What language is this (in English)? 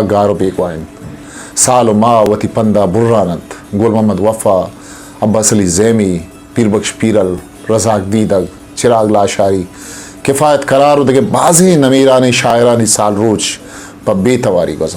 Eastern Balochi